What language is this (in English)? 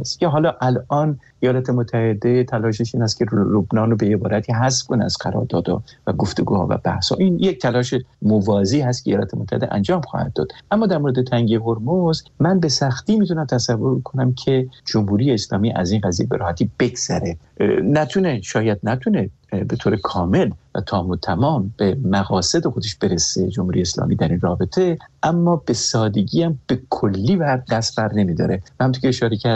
Persian